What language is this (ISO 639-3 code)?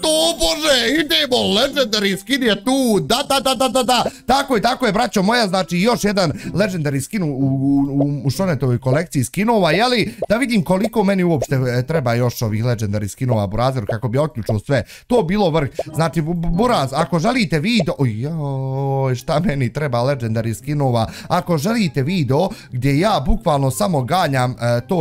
bos